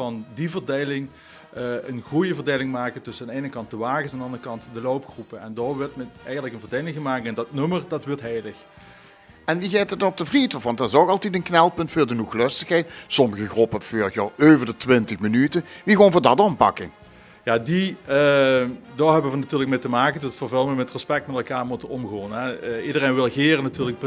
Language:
Limburgish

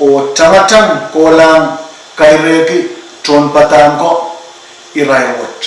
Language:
Pohnpeian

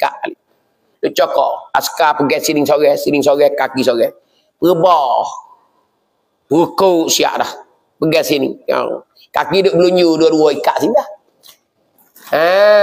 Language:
Pattani Malay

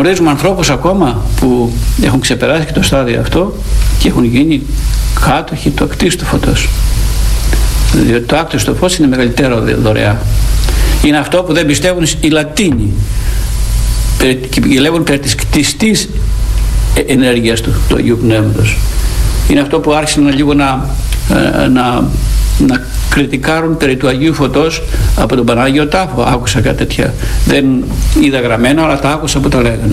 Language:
Greek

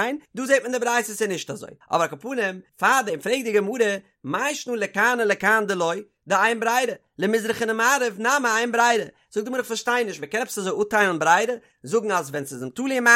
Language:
Yiddish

